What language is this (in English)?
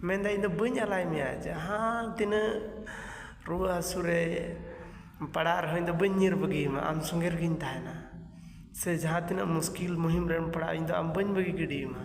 Santali